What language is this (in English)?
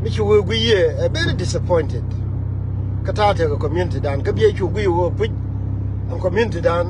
Nuer